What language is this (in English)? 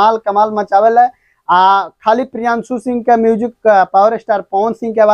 Bhojpuri